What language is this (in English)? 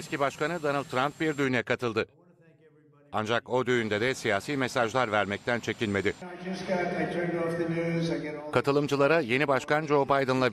Turkish